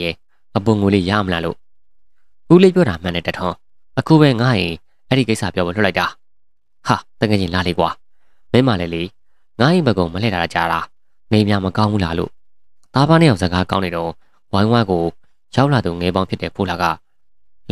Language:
Burmese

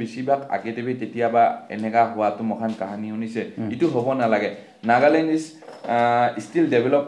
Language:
Naga Pidgin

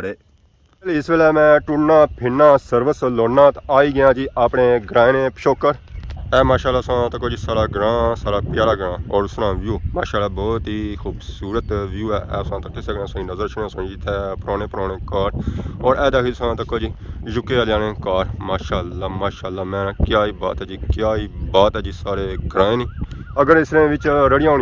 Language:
Pahari-Potwari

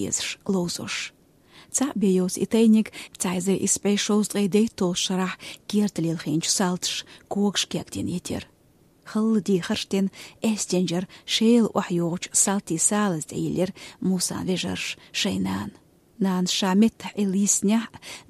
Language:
Chechen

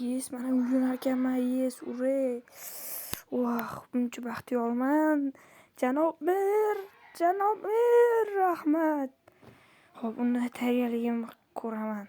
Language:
Uzbek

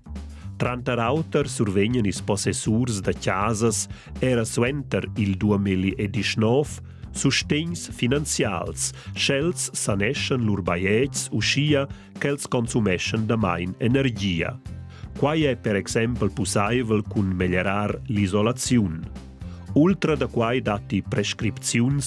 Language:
Romansh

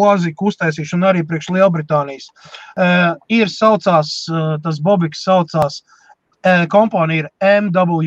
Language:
Latvian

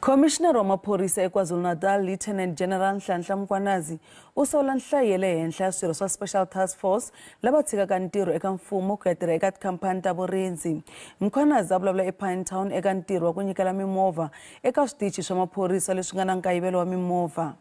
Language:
Tsonga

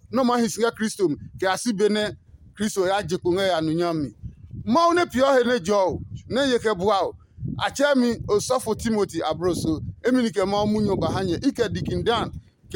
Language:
Adangme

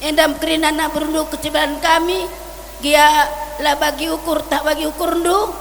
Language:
Batak Karo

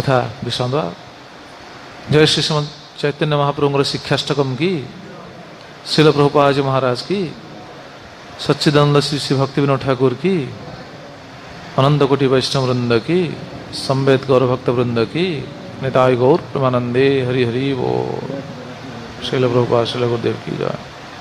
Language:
Odia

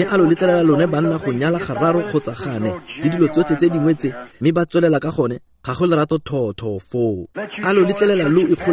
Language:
Tswana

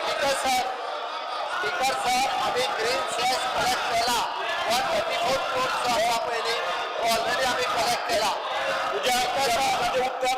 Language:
Konkani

